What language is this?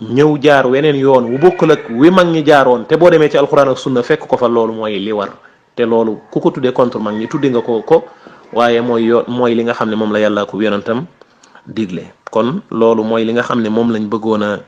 Wolof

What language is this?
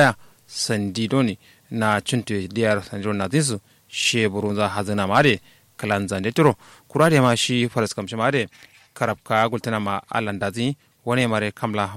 Kanuri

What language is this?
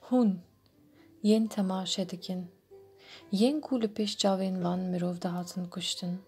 Kurdish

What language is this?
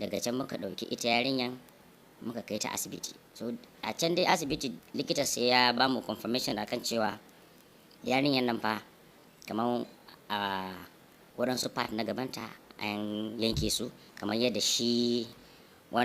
Hausa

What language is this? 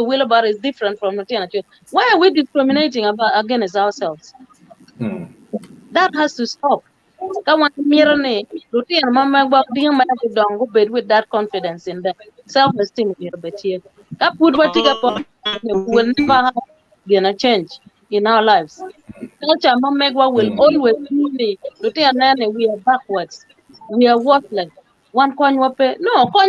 Acoli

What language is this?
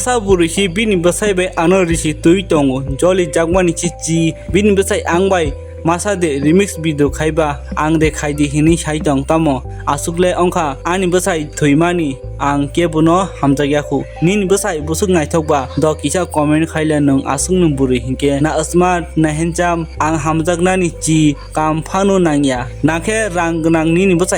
Kok Borok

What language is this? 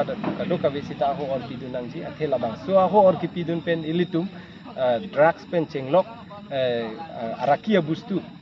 Karbi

